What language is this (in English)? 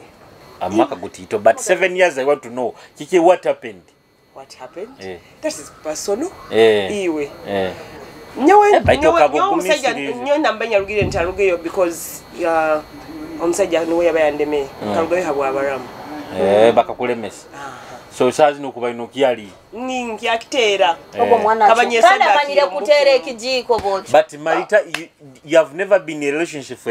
Nyoro